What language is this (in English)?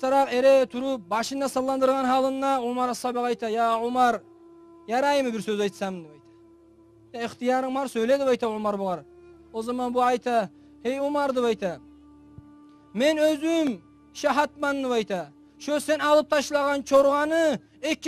Kumyk